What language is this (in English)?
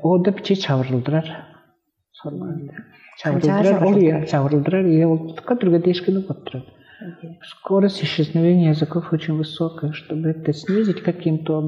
Tuvinian